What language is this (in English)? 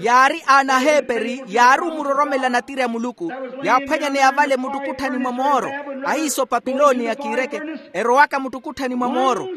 Makhuwa